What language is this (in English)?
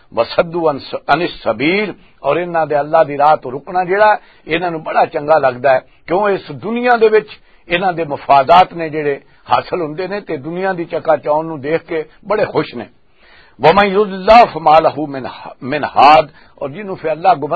Western Panjabi